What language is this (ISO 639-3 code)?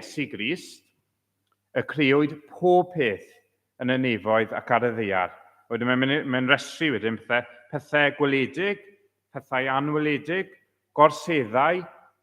cym